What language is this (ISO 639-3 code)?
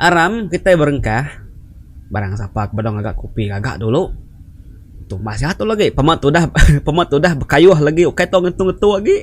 iba